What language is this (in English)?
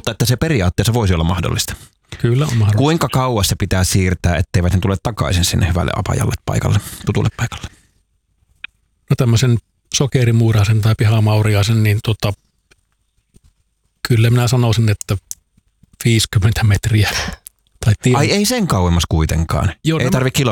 Finnish